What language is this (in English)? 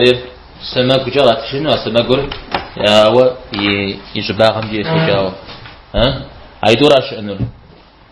Kabardian